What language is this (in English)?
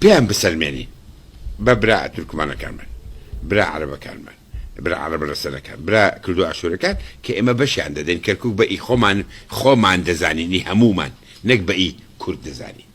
Central Kurdish